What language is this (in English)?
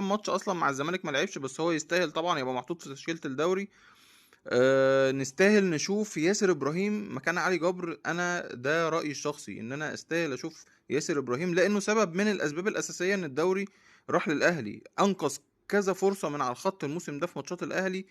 Egyptian Arabic